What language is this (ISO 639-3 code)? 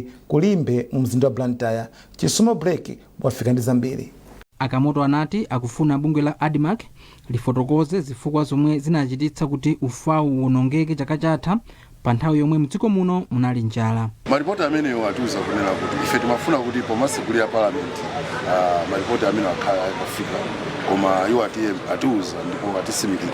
nya